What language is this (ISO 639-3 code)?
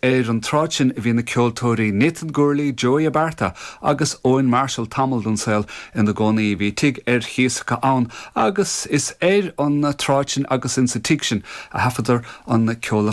gle